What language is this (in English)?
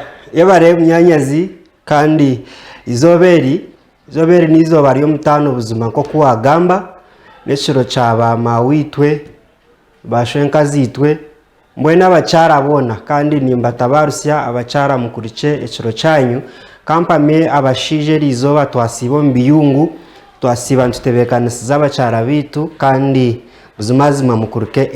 Nyankole